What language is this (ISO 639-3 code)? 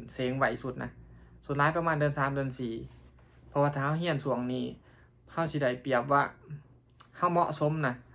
lao